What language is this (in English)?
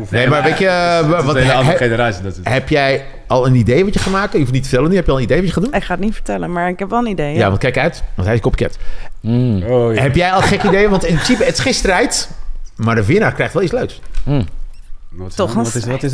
Dutch